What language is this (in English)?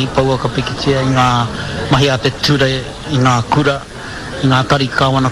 Māori